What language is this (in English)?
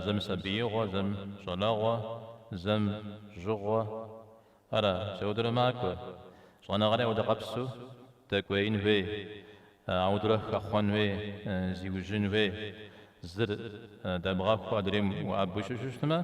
Kabardian